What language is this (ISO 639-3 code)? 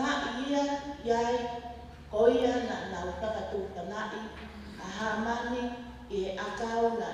ton